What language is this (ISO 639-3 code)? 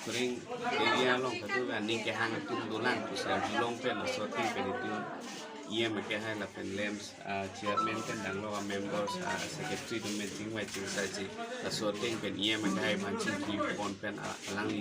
mjw